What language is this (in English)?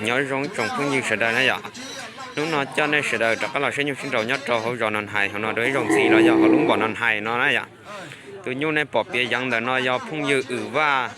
Hmong